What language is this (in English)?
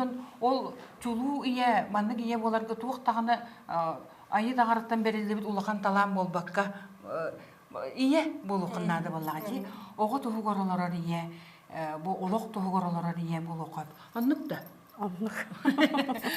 Yakut